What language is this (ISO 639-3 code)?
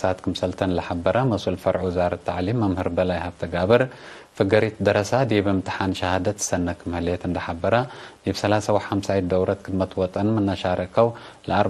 tig